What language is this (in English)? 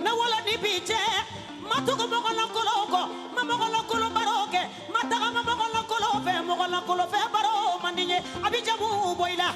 Bambara